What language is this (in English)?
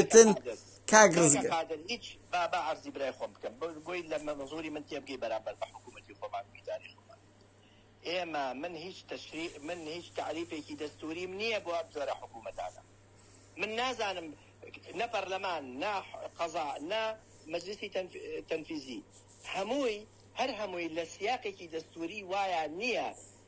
Central Kurdish